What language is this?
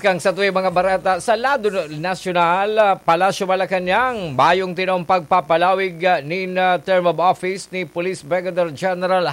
Bikol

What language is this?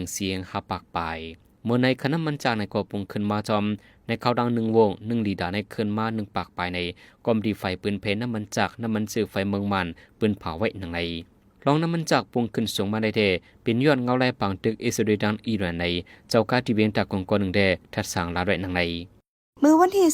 Shan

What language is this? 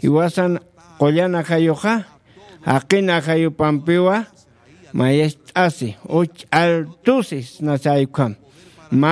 Aymara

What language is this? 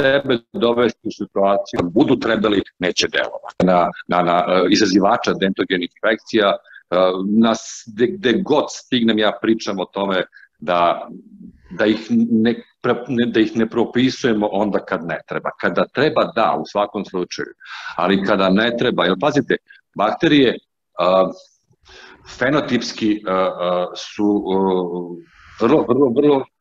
Serbian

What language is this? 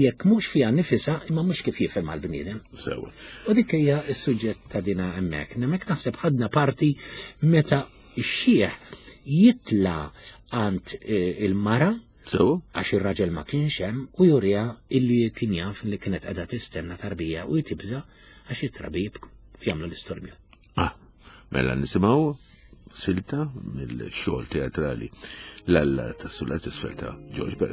Maltese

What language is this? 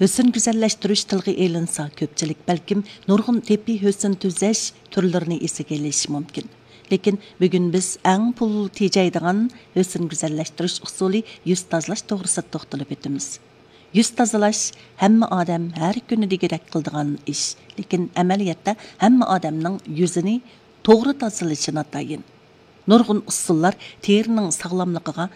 Uyghur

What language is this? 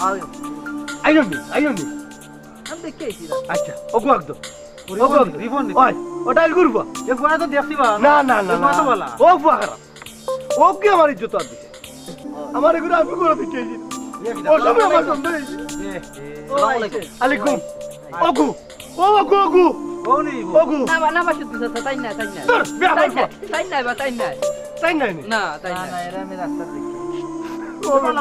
Sylheti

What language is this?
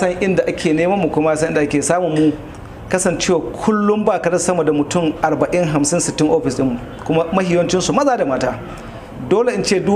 Hausa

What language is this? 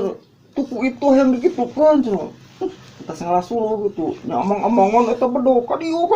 Sundanese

